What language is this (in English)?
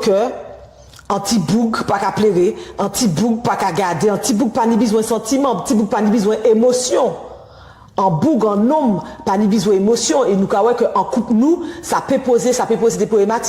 Guadeloupean Creole French